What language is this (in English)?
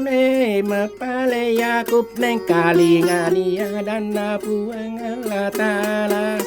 Buginese